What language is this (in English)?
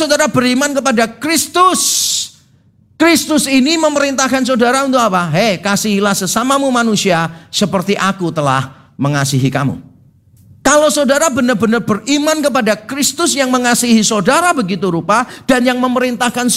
Indonesian